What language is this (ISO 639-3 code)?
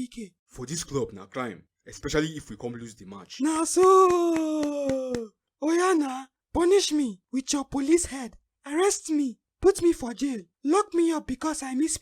pcm